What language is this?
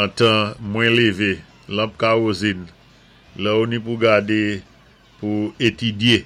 Saint Lucian Creole French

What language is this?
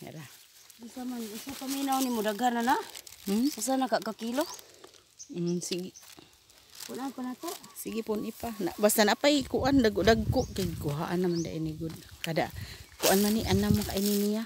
Cebuano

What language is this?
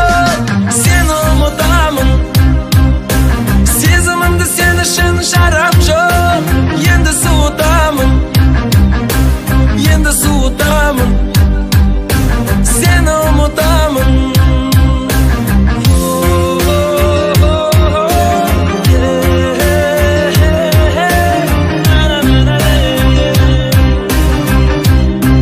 Kazakh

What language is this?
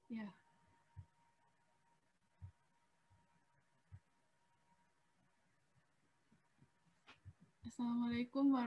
Indonesian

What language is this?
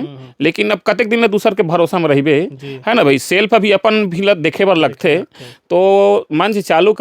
Chhattisgarhi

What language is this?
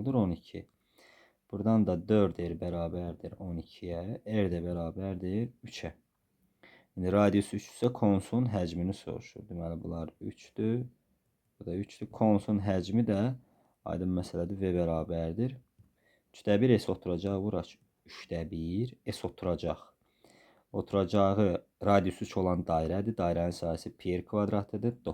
Azerbaijani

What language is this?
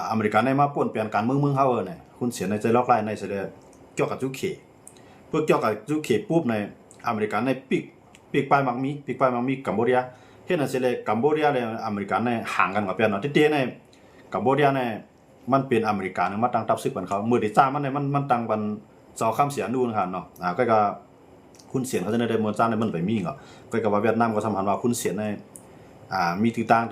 Shan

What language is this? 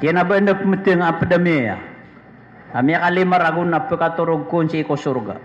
Maranao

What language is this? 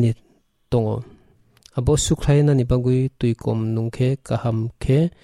Kok Borok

